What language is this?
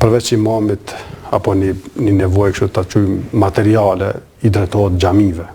Albanian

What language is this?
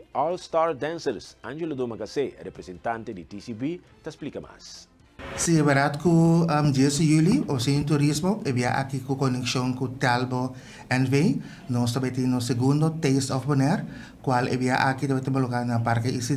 Papiamento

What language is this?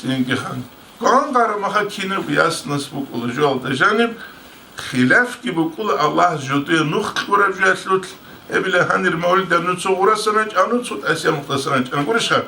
Avaric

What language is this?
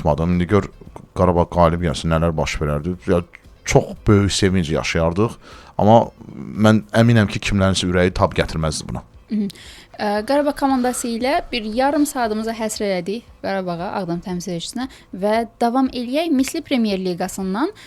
Azerbaijani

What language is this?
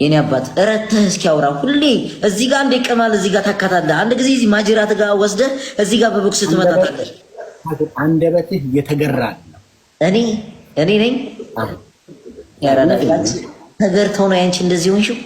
Amharic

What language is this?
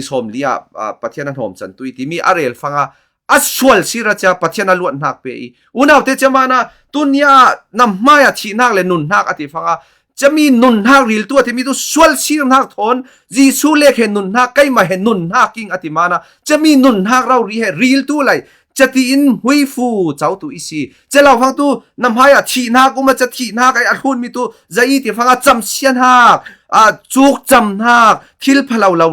Falam Chin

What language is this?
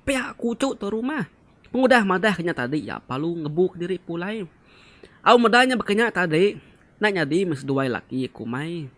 Iban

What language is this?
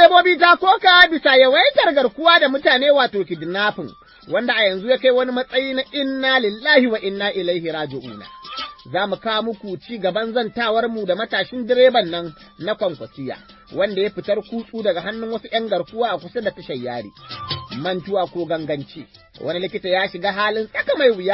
Hausa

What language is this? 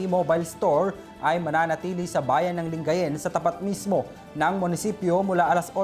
Filipino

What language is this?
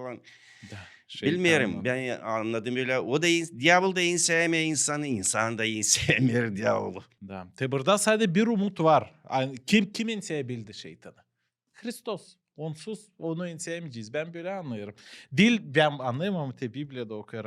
Gagauz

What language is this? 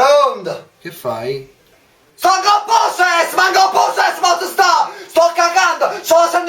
Neapolitan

